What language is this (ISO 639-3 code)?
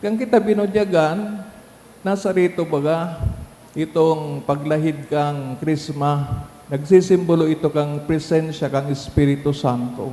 bik